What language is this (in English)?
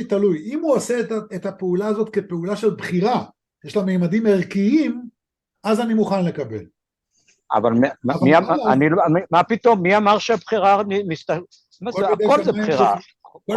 Hebrew